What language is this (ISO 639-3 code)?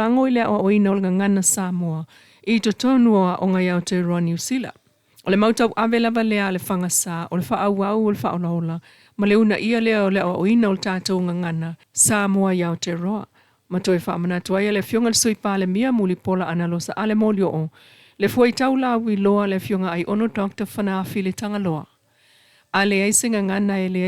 smo